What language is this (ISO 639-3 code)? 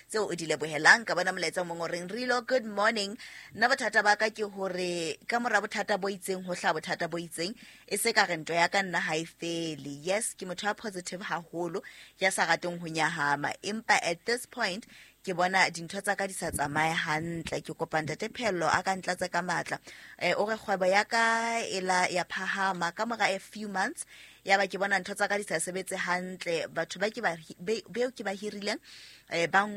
sot